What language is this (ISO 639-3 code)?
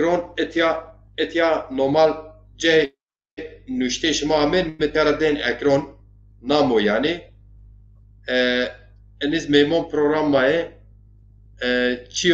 zza